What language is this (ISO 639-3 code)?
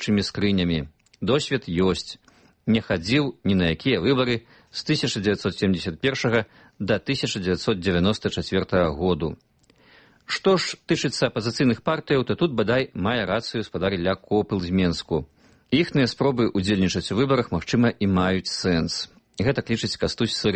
bel